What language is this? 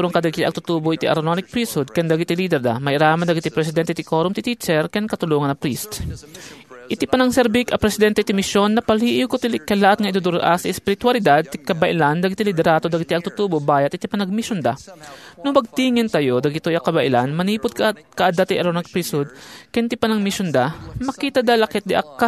Iloko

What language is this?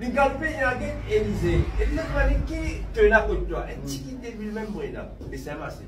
Morisyen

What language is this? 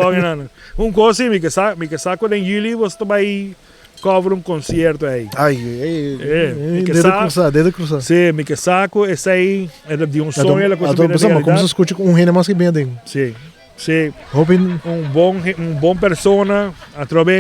Papiamento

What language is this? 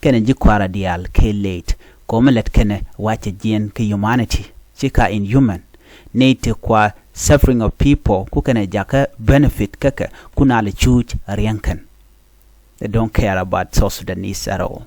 Nuer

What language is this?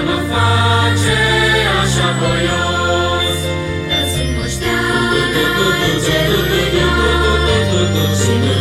Romanian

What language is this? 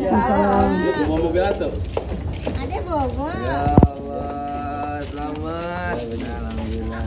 Betawi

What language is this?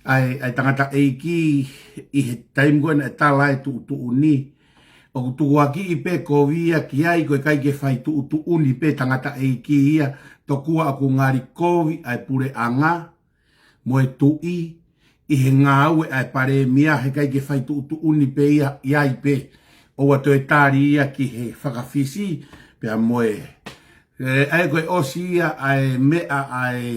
Tongan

